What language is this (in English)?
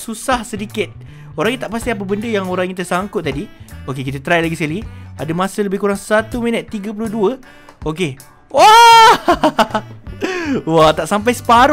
Malay